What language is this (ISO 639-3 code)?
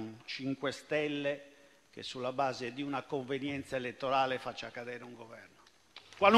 ita